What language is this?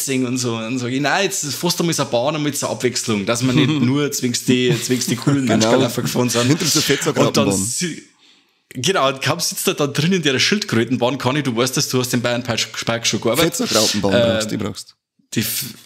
Bavarian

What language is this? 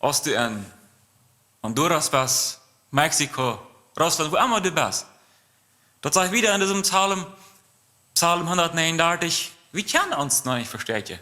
Plautdietsch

